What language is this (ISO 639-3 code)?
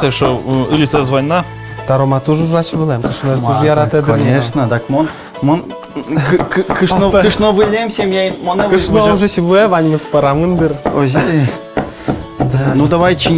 udm